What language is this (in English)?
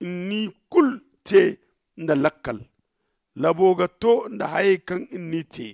Zarma